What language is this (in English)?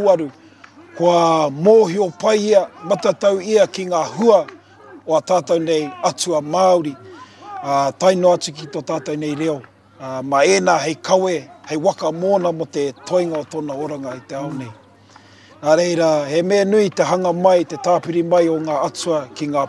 Māori